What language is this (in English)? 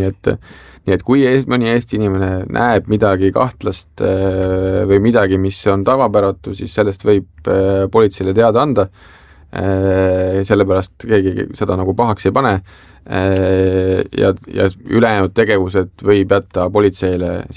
Estonian